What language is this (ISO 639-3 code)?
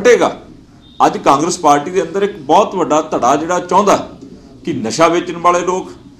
pan